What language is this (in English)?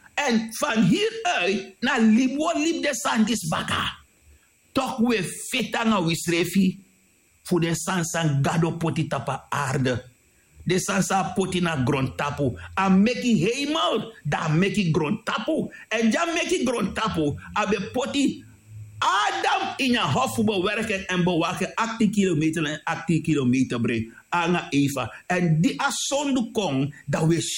Sranan Tongo